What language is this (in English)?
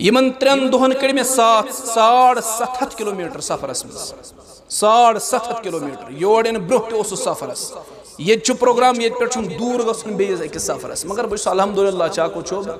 Kashmiri